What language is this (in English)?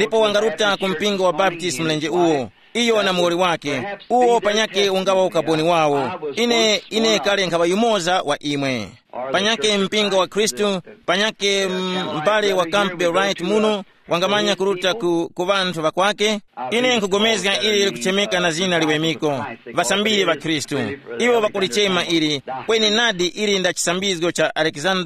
Tumbuka